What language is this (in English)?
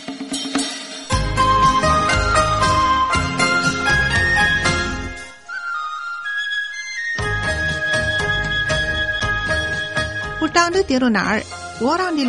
Tamil